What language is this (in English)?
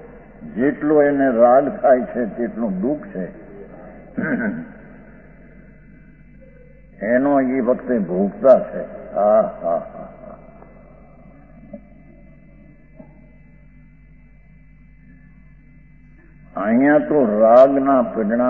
Gujarati